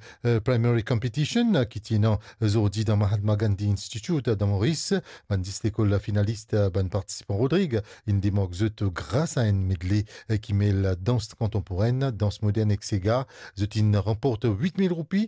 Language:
Morisyen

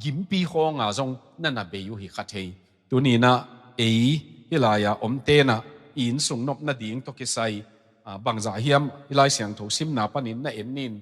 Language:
Tedim Chin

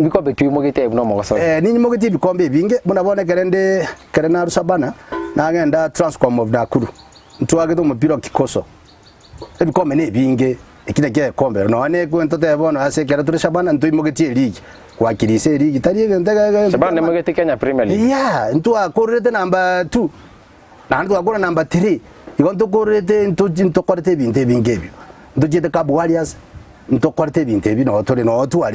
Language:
Gusii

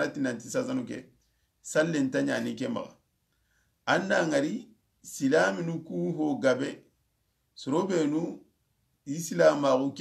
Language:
Soninke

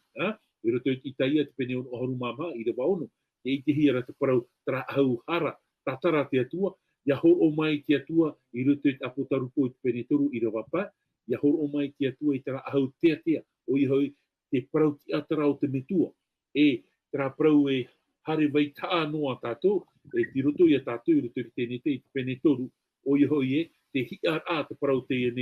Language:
Tahitian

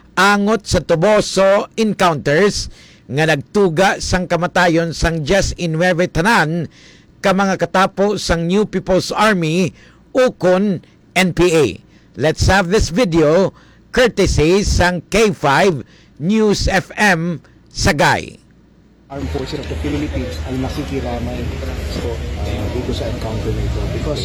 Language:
Hiligaynon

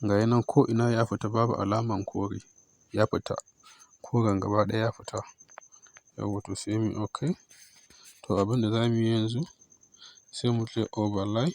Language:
Hausa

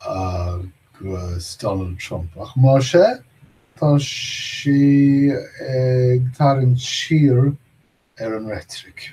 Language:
Irish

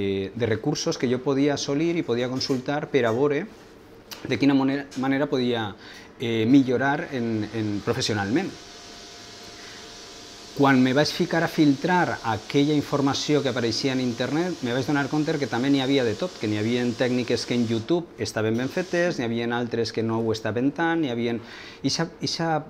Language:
Catalan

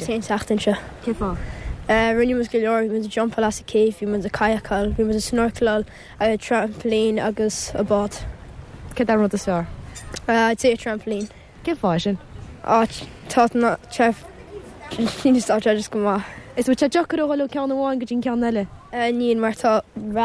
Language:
Irish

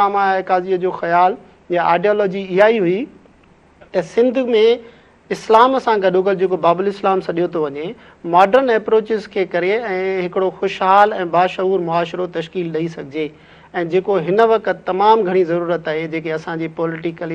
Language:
Sindhi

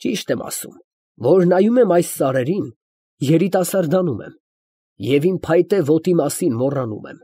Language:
Armenian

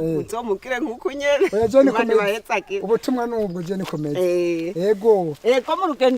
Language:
Rundi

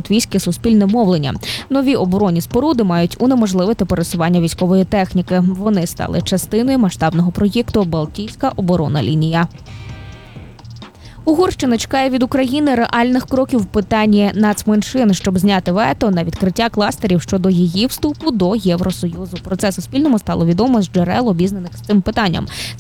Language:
Ukrainian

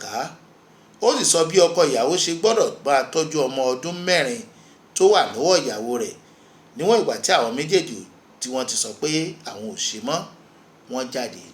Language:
Yoruba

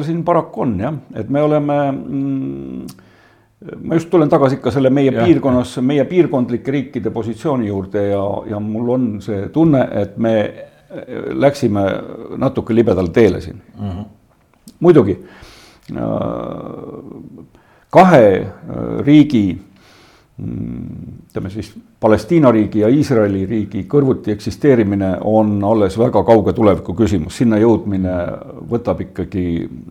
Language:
Estonian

